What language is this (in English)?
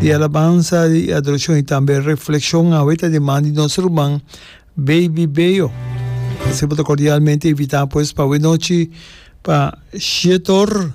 Papiamento